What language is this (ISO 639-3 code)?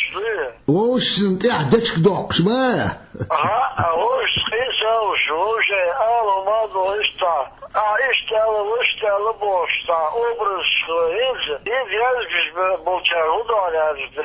che